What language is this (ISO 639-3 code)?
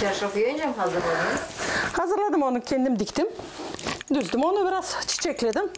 gag